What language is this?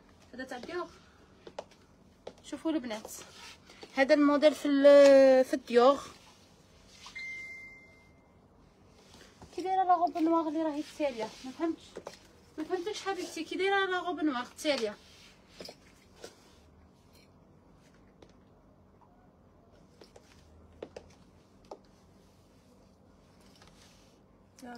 Algerian Arabic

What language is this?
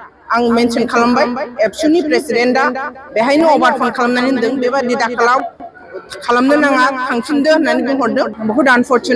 Bodo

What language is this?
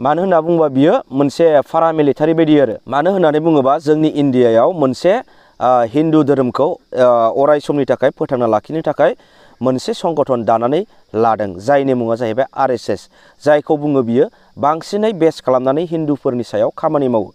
Bodo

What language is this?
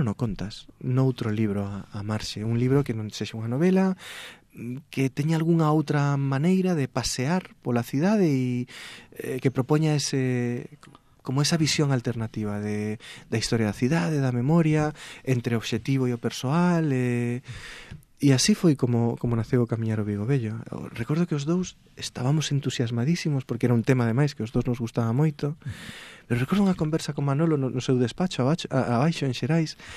Galician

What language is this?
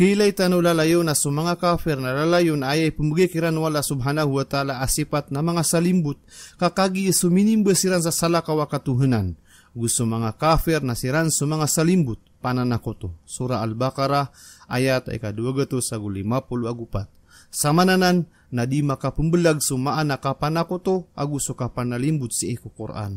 Maranao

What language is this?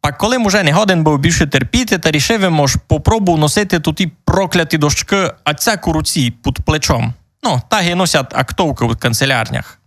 Rusyn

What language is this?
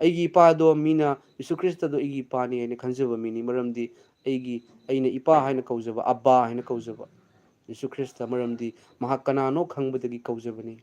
Manipuri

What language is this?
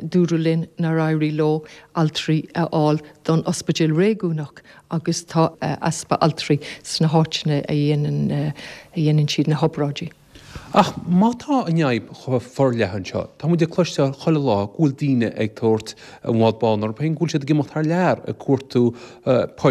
Irish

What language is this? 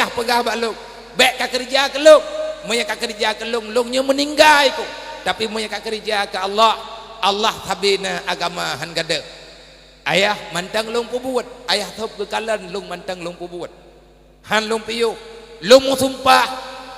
Achinese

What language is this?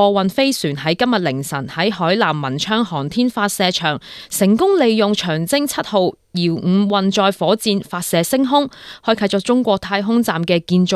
Cantonese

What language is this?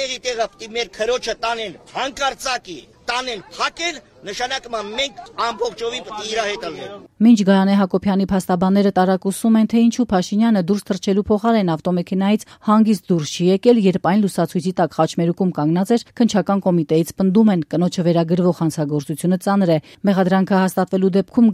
Armenian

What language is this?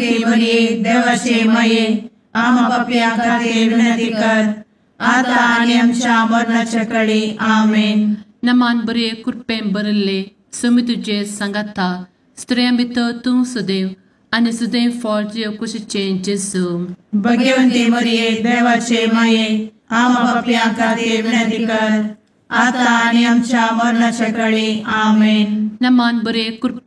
Konkani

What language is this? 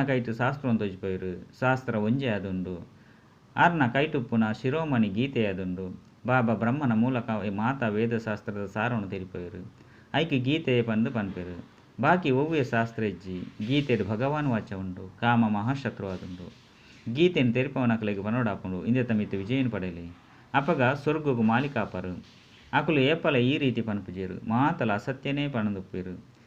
Tulu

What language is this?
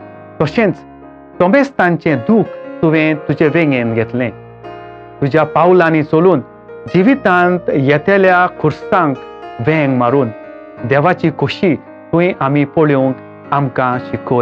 Konkani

